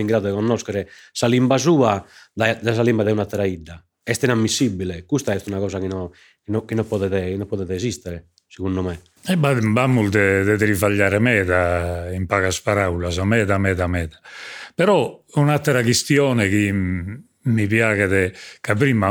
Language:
Sardinian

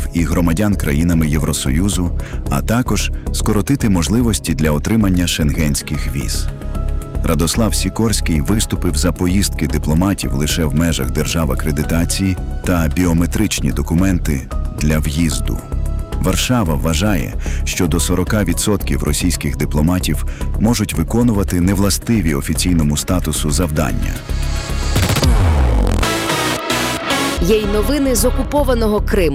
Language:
Ukrainian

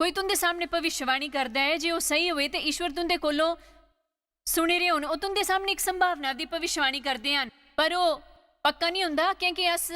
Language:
Dogri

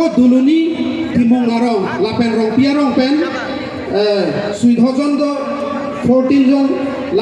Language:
Karbi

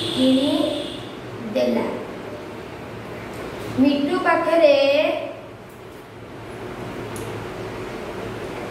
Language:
Odia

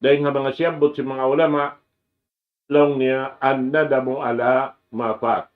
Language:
Tausug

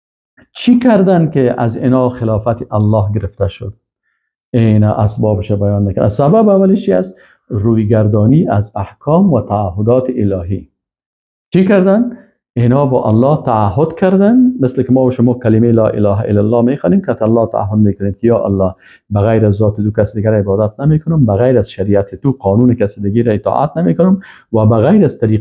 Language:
Persian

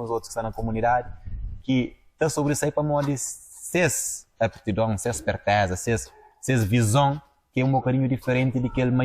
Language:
Kabuverdianu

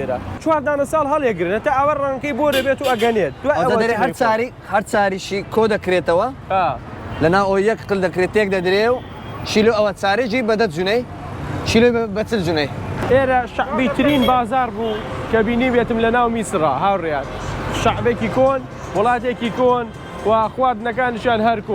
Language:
Central Kurdish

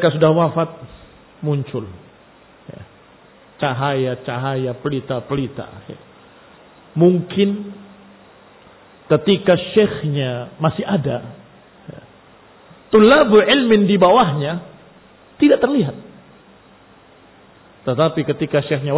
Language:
Indonesian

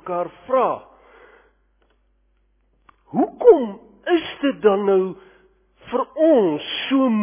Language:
Afrikaans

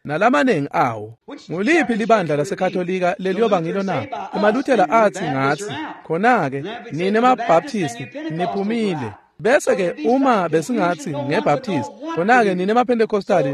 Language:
Swati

